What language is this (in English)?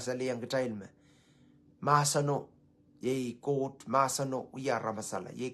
Pohnpeian